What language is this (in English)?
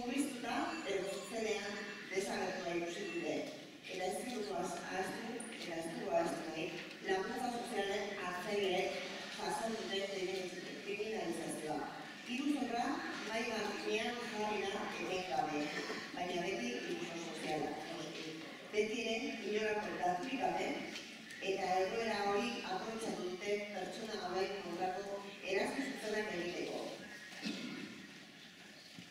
Basque